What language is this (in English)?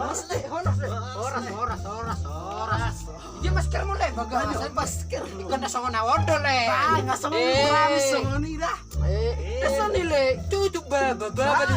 Batak Toba